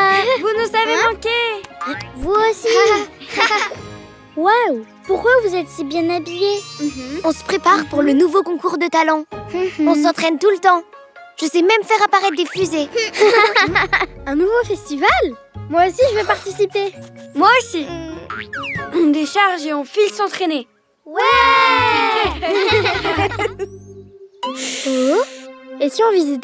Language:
French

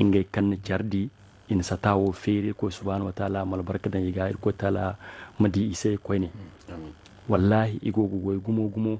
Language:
Zarma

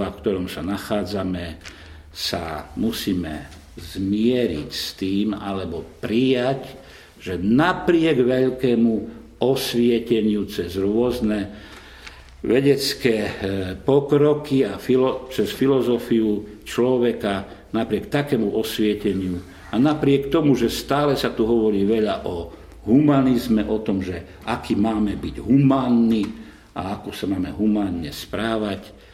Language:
Slovak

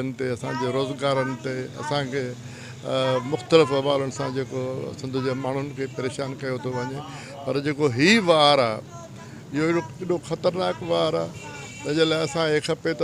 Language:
Sindhi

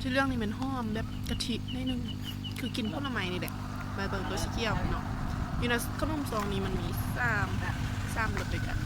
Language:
Lao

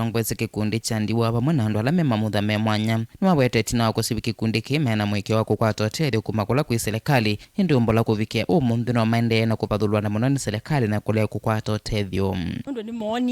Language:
Kamba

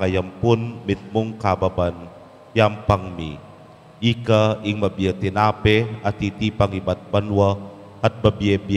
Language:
Pampanga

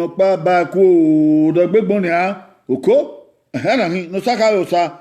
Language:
Bini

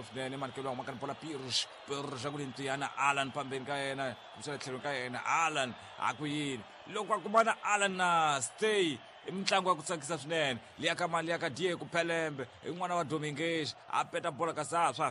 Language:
Tsonga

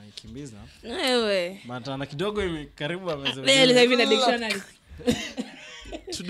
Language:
Swahili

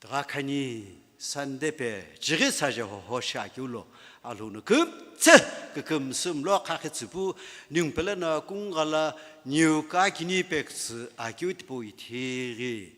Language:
Sumi Naga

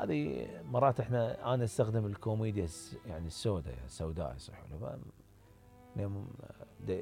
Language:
Mesopotamian Arabic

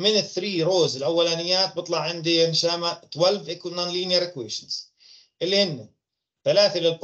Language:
South Levantine Arabic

